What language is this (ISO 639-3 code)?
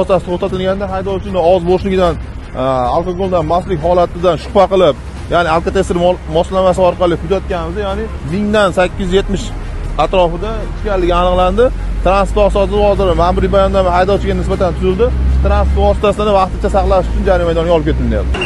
uzb